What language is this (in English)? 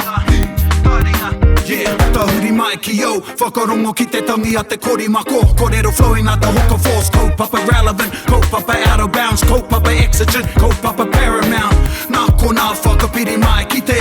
Māori